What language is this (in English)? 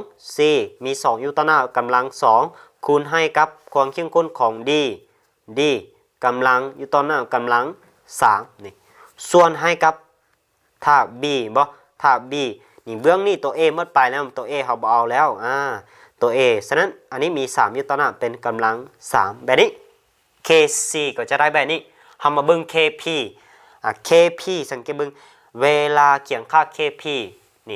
Lao